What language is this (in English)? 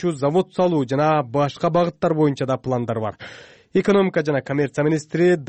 Kyrgyz